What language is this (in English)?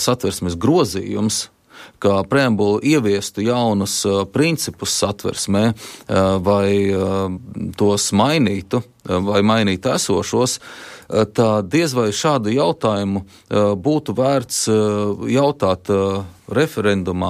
Latvian